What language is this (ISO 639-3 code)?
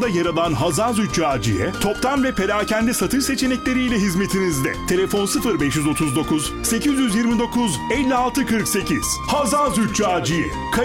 tur